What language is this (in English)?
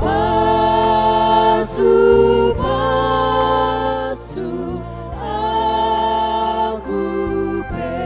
Batak Karo